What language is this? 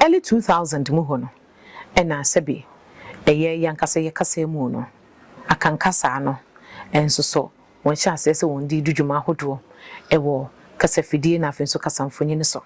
Akan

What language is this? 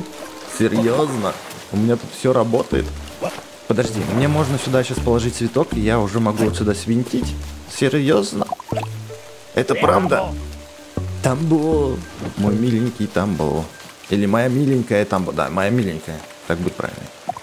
Russian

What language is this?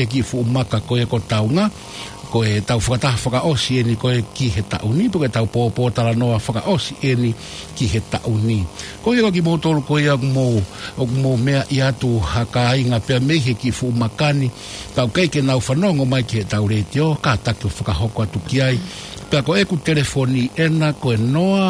Tongan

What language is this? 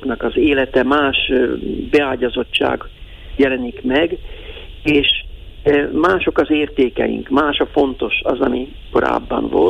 Hungarian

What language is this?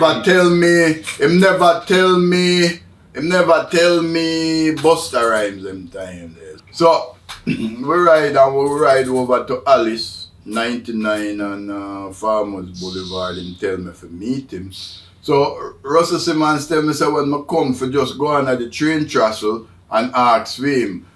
Jamaican Creole English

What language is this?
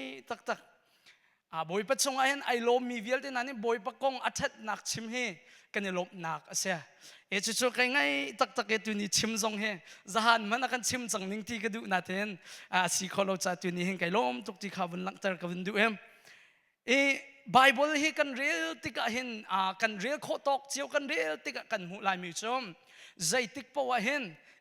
Hakha Chin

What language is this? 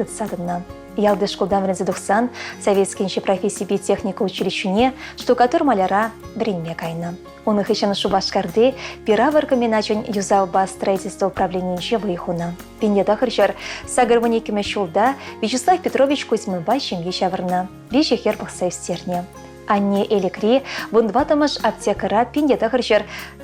Chuvash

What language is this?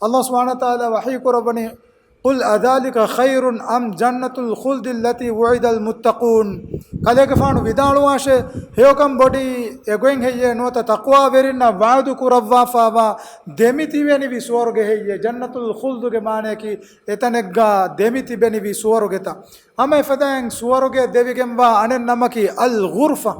Divehi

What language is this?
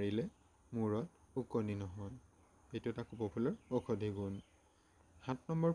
Assamese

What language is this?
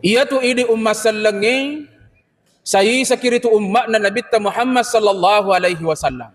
Buginese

